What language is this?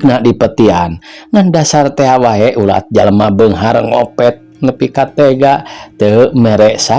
Sundanese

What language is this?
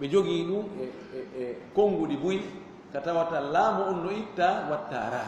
Fula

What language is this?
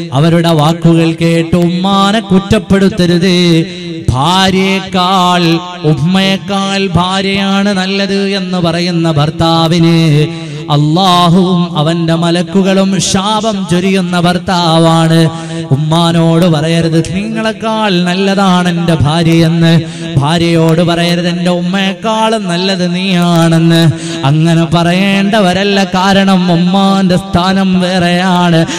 Malayalam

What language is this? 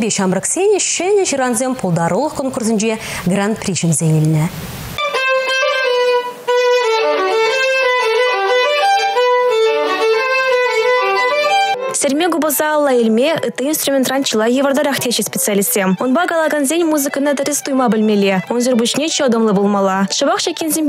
Chuvash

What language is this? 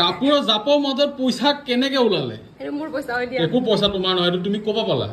Assamese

